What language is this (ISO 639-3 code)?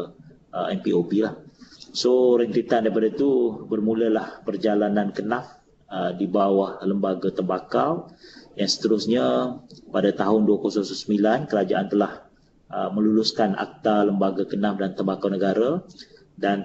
msa